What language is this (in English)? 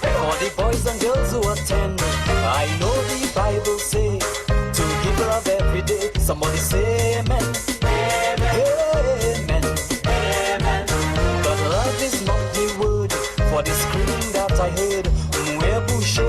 Morisyen